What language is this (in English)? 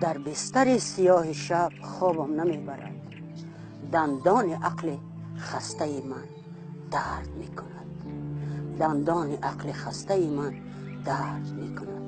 Tajik